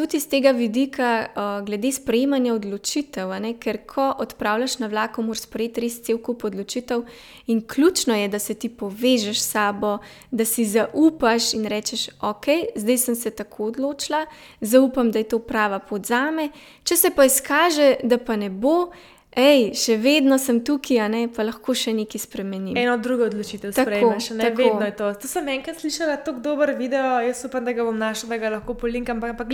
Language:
Slovenian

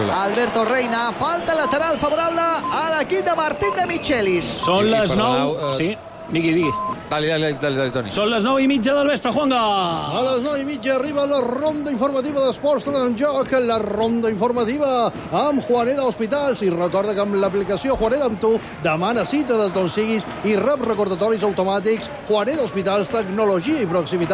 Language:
Catalan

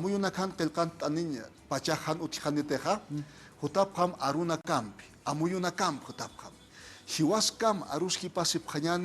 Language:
Aymara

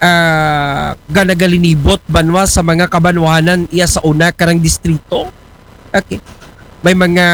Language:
Aklanon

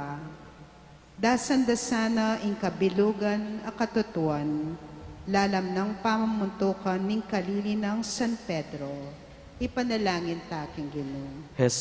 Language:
Pampanga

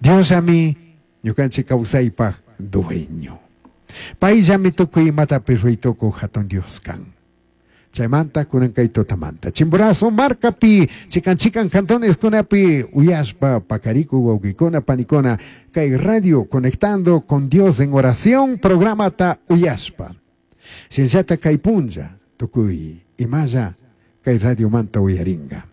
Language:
Chimborazo Highland Quichua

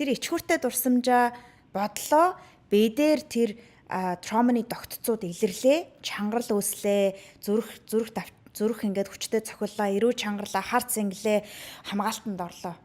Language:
Mongolian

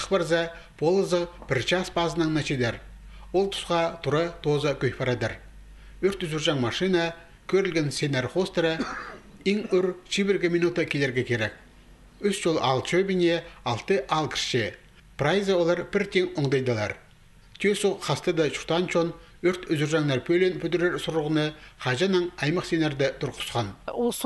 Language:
Khakas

